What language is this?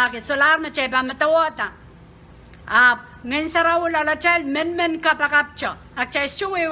Pohnpeian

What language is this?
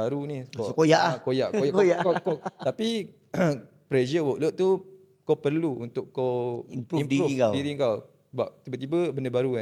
Malay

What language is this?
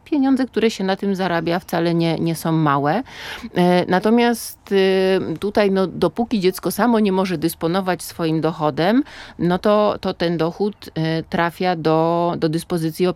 Polish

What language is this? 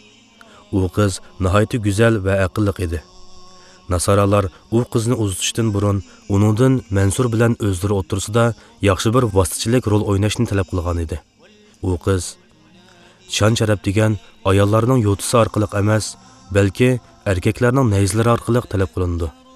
Uyghur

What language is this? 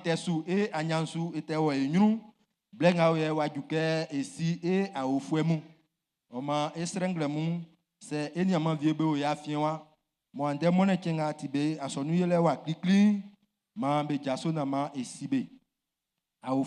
Baoulé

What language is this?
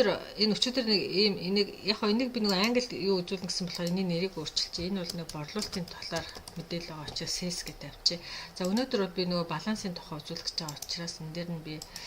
Mongolian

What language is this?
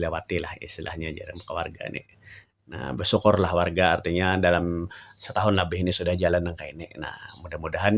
Banjar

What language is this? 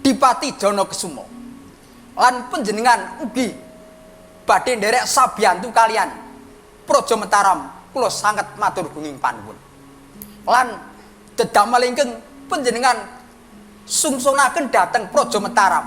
Javanese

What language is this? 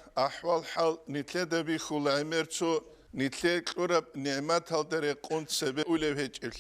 Avaric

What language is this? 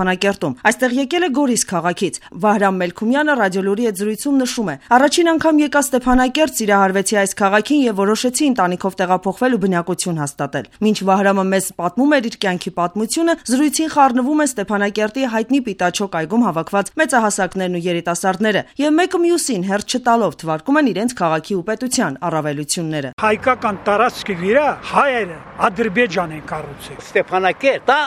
Armenian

